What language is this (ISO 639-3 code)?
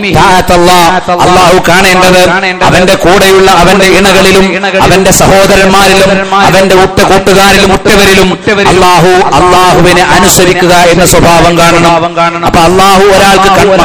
mal